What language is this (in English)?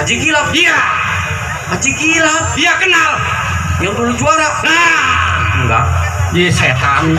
Betawi